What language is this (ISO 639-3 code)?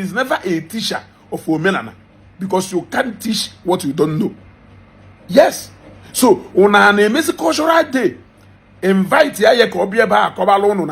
ibo